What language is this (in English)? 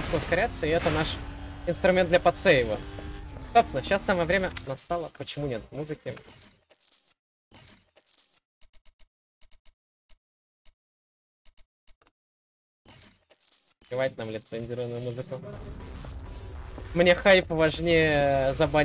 Russian